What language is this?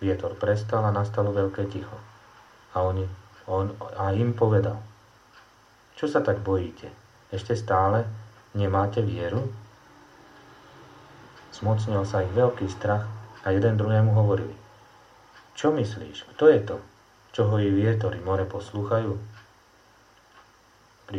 Slovak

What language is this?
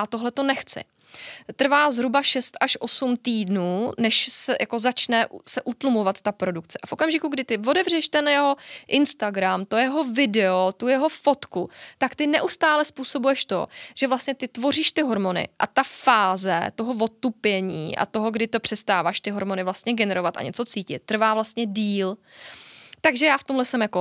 Czech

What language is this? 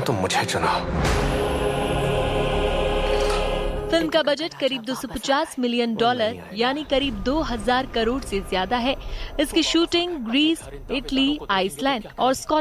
Hindi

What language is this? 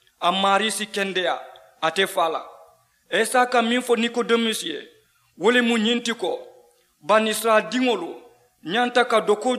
Mandingo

